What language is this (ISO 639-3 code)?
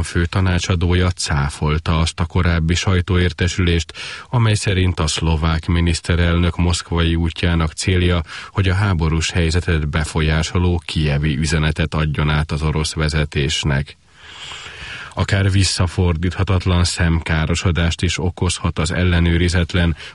hun